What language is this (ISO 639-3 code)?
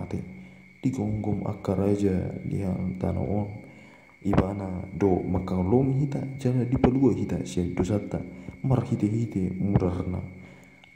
bbc